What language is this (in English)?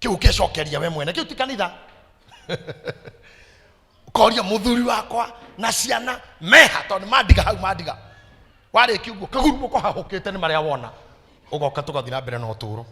Kikuyu